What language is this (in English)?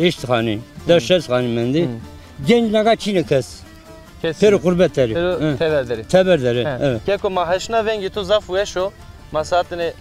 Zaza